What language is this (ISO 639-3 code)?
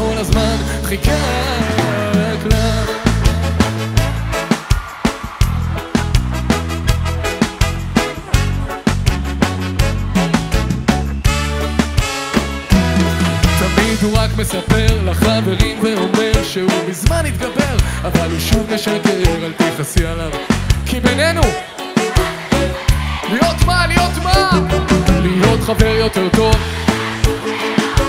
heb